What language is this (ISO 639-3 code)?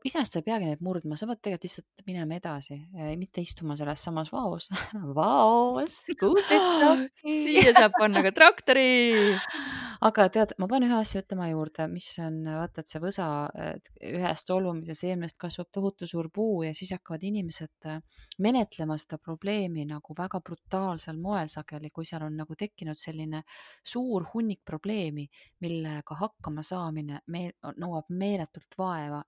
est